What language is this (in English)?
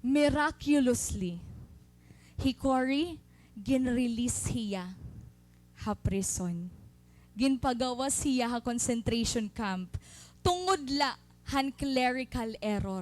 Waray